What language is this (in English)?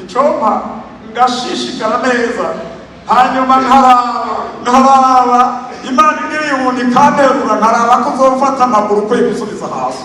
Rundi